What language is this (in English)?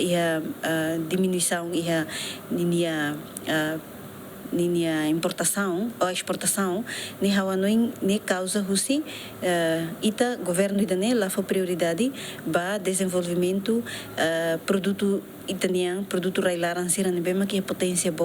Tetum